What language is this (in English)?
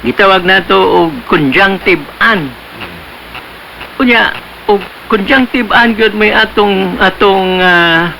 Cebuano